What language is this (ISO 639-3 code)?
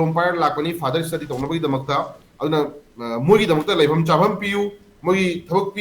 mni